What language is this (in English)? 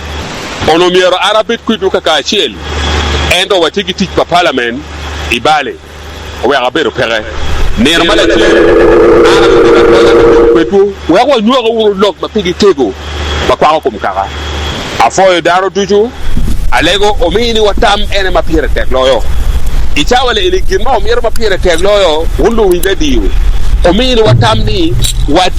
Acoli